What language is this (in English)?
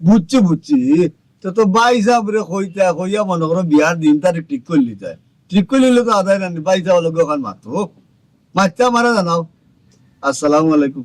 Sylheti